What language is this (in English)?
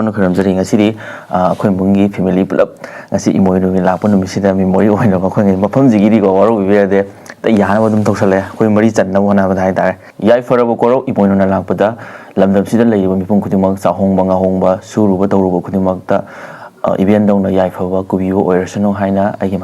Manipuri